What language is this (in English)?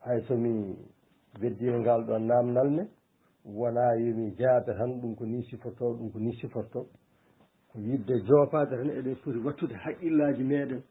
Fula